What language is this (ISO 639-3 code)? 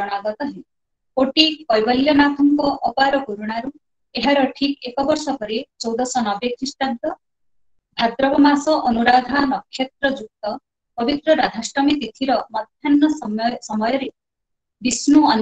ori